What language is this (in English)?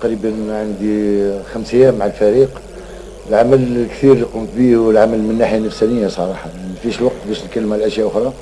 Algerian Arabic